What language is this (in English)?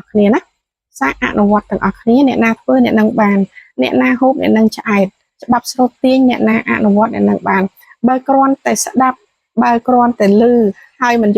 Khmer